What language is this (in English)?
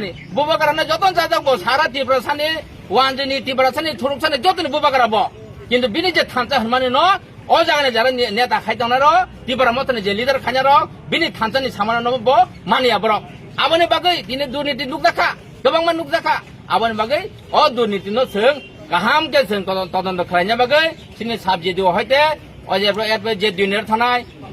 Kok Borok